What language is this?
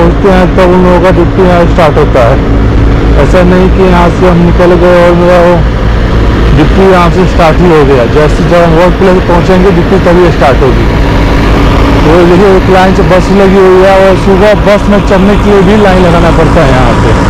Hindi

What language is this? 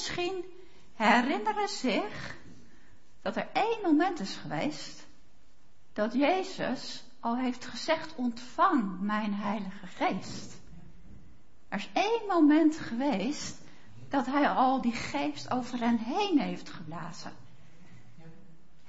Dutch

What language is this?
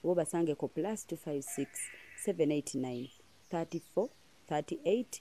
Ganda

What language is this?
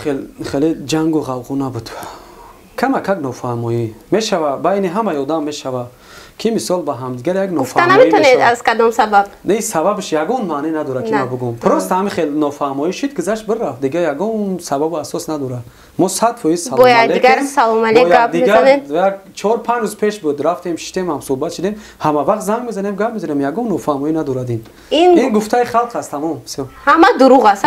Tajik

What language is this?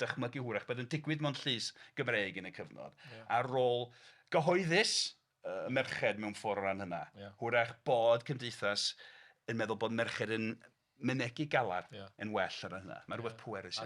Welsh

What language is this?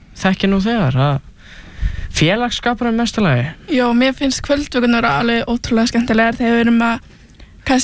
Icelandic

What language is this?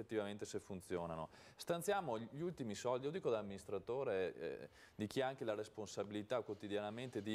Italian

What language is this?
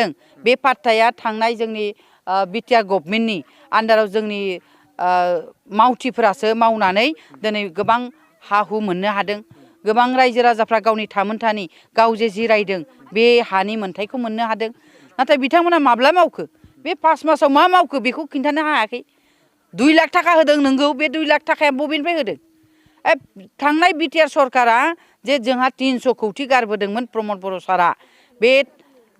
Bodo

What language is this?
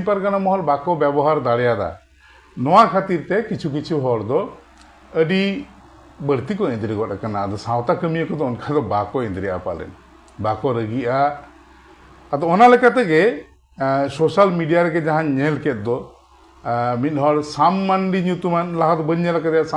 Santali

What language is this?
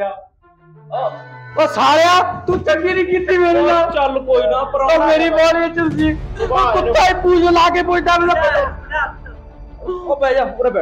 Punjabi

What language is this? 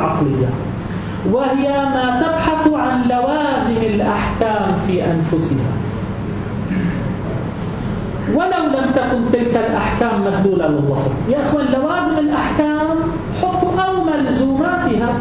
Arabic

